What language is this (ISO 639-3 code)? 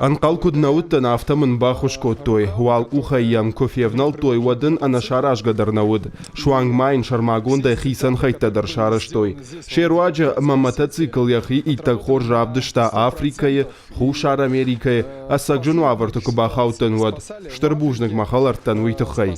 oss